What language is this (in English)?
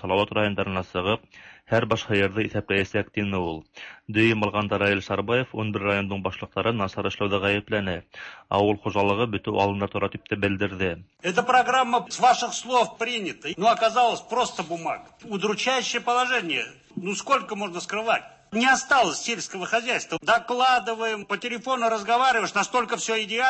Tatar